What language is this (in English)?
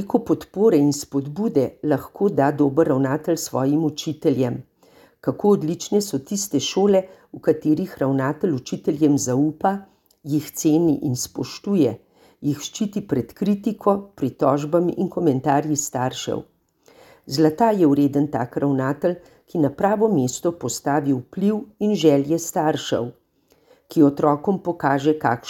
Slovenian